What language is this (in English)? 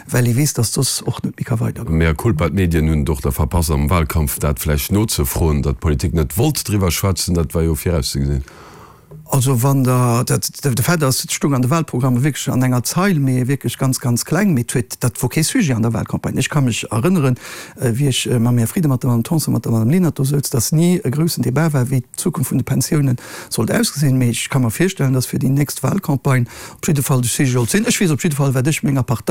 Luxembourgish